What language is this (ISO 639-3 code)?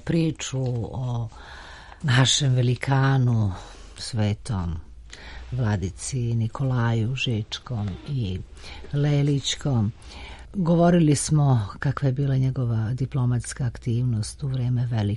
srp